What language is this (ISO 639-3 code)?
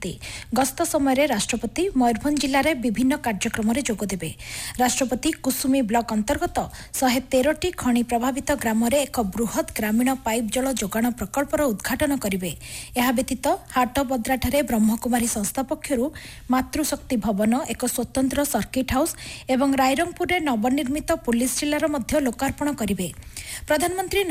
ori